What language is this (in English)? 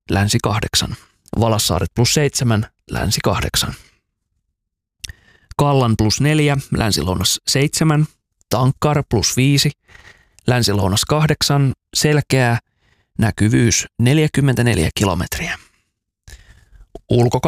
Finnish